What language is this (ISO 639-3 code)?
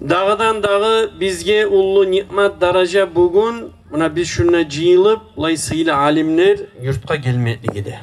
kum